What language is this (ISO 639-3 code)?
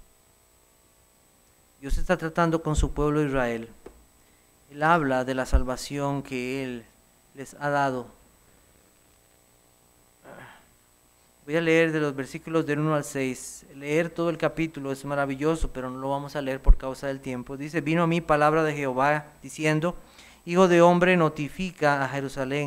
spa